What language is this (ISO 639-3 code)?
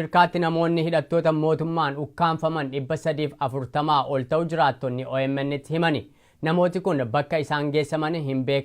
orm